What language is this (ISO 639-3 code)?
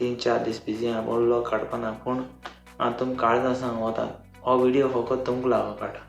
kok